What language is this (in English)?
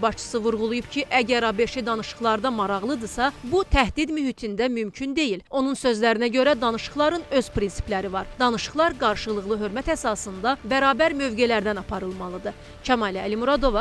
Azerbaijani